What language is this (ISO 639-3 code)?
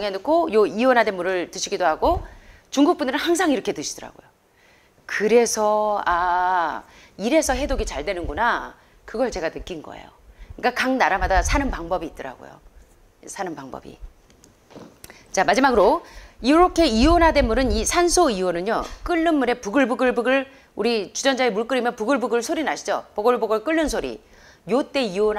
kor